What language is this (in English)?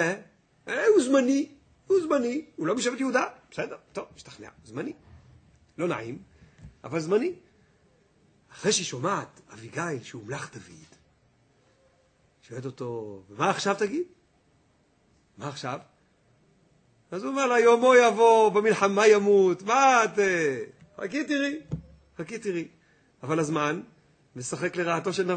Hebrew